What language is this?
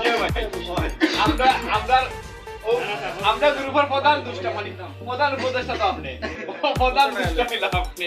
Sylheti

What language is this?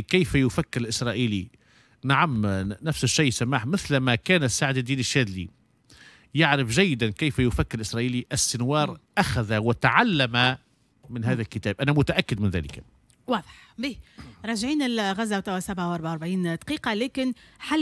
Tunisian Arabic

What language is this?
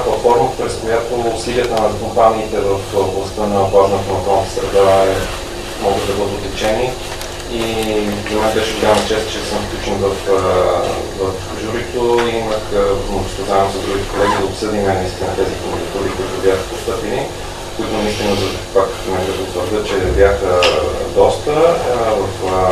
Bulgarian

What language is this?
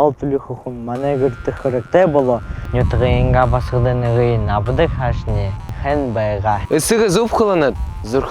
Buriat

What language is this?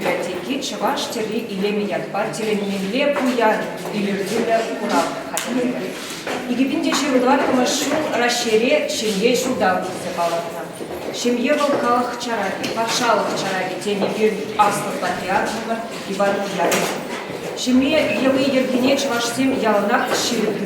Chuvash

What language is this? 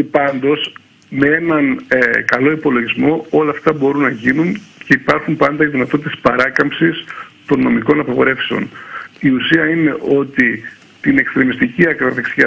Greek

